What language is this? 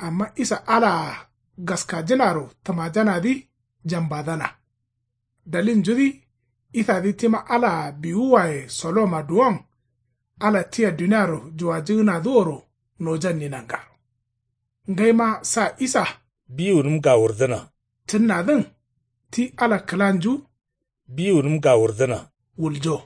Kanuri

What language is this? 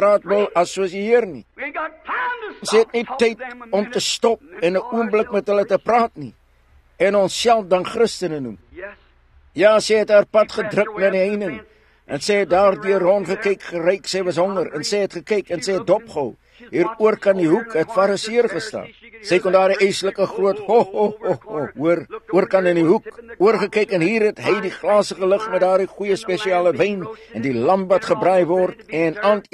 Afrikaans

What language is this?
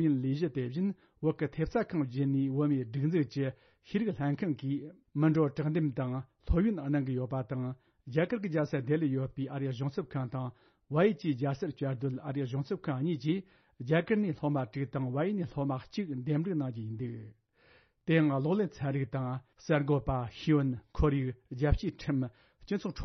Tibetan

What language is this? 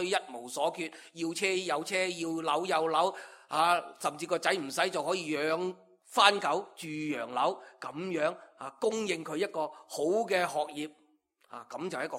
Cantonese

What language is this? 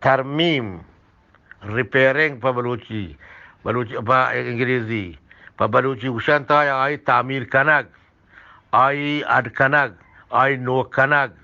Eastern Balochi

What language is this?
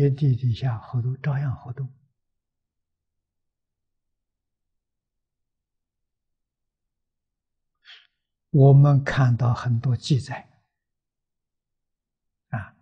Chinese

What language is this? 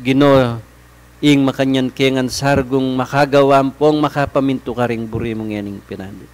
Pampanga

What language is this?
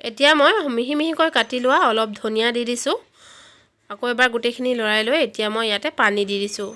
Assamese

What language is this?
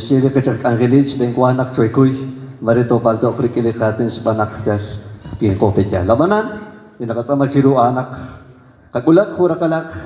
Kekchí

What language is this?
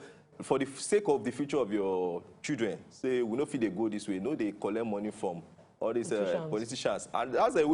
Nigerian Pidgin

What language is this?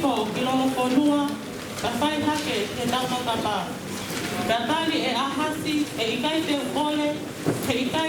Tongan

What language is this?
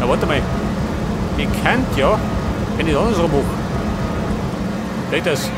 Bavarian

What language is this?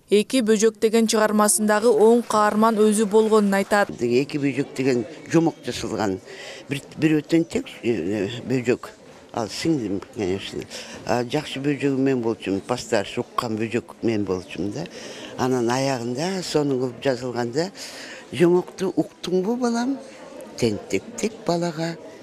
Kyrgyz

